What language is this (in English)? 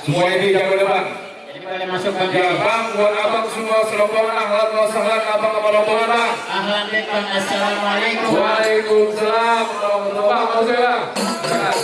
Betawi